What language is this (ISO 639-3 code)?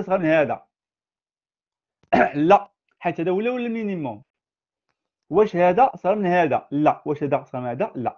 ary